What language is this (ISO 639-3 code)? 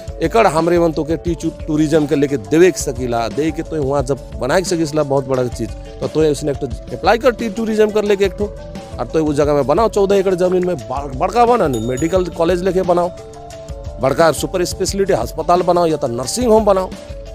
sck